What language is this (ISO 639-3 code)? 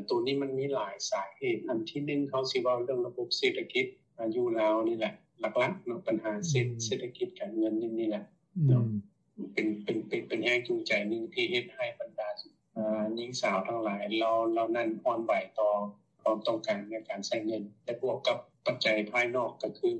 lao